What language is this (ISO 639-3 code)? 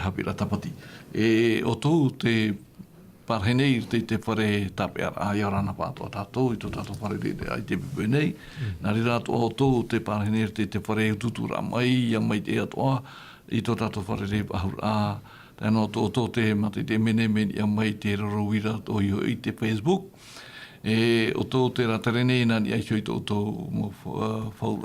tah